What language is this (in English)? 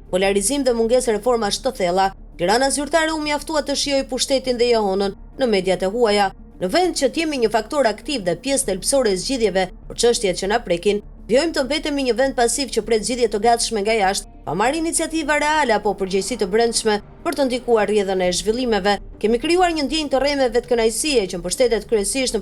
Albanian